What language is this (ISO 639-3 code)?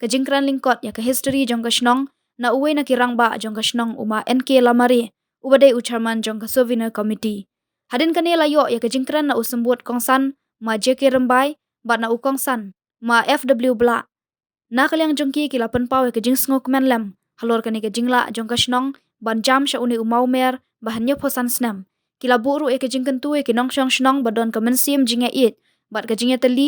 kha